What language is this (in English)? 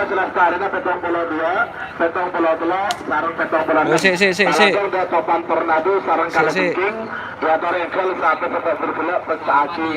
Madurese